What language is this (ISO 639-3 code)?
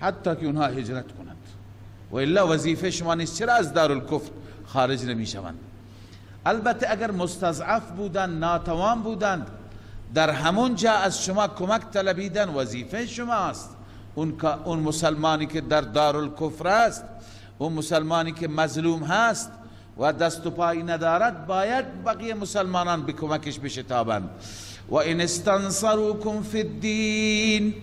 fas